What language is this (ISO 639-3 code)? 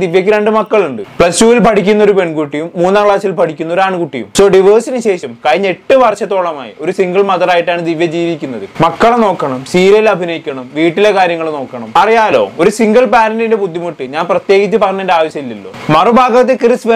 mal